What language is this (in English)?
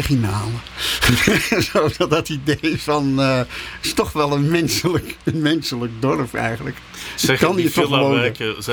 Dutch